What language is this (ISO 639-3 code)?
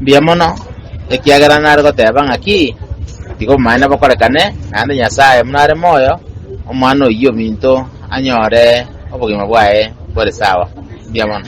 guz